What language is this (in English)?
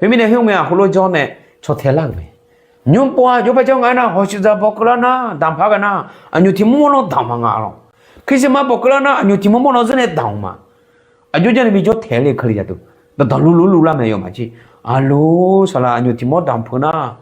Akha